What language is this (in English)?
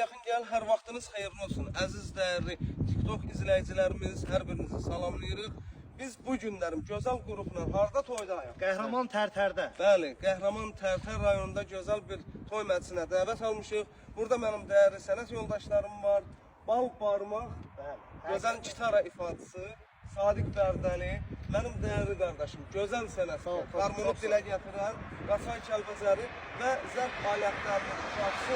Azerbaijani